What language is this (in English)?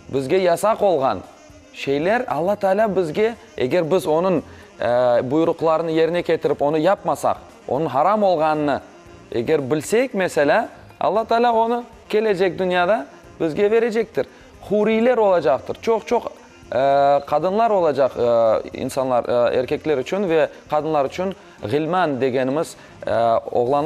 Crimean Tatar